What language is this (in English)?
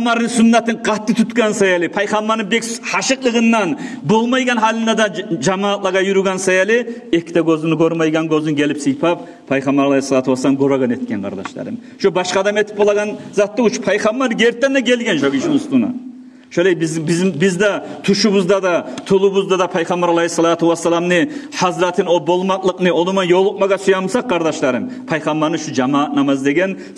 Kumyk